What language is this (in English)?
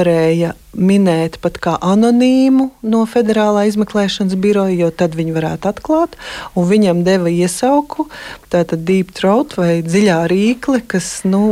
Latvian